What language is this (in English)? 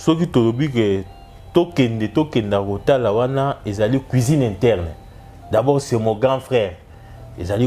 Lingala